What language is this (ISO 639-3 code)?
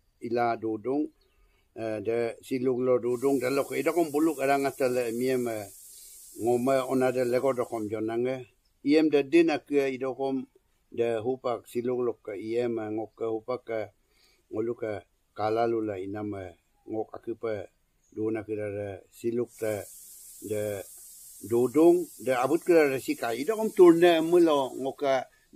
adi